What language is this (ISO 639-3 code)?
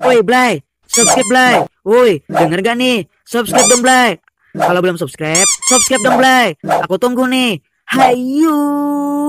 bjn